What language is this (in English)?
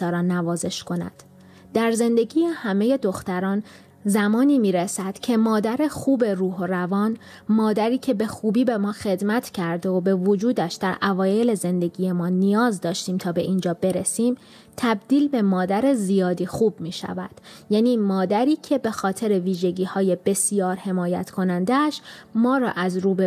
Persian